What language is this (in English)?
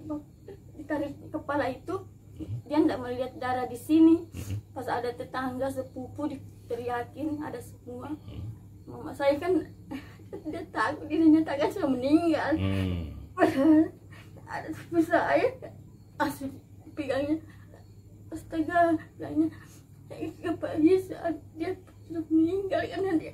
Indonesian